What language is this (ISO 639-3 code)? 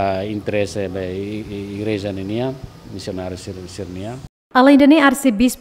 tet